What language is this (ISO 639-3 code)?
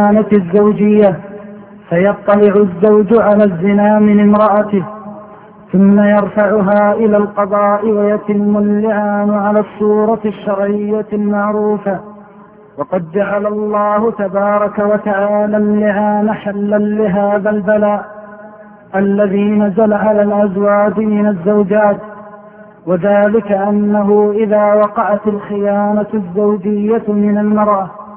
ara